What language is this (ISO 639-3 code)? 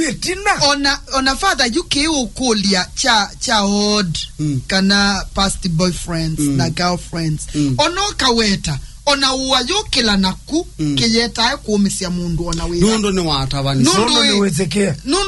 kam